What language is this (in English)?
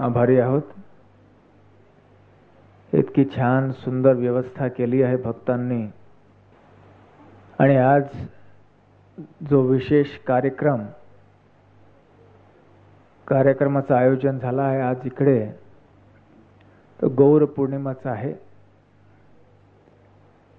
Marathi